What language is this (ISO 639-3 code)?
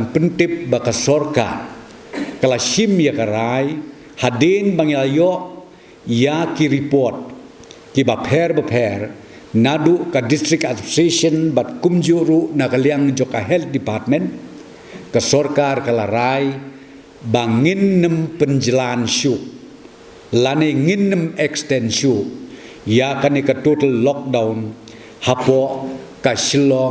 kha